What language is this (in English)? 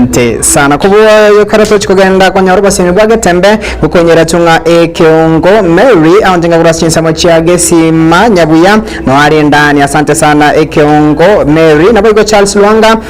Gusii